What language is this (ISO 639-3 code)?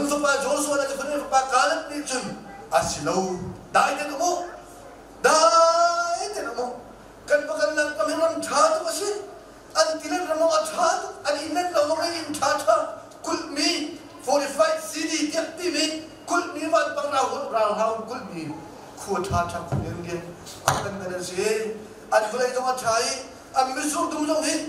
cnh